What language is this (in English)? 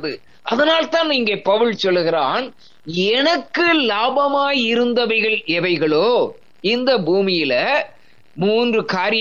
Tamil